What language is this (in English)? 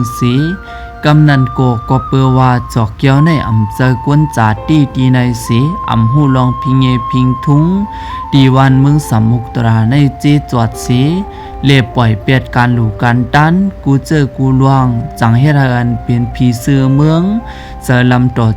Shan